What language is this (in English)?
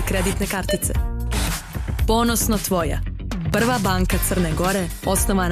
Serbian